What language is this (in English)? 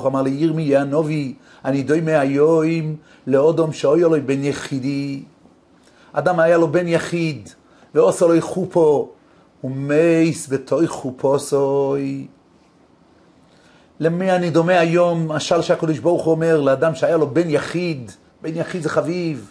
Hebrew